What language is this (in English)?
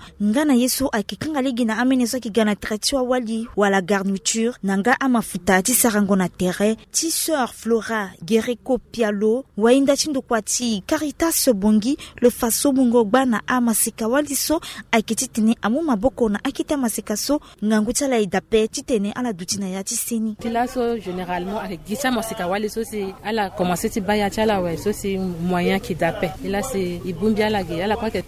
Sango